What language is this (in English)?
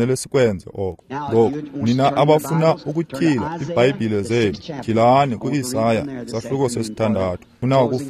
Xhosa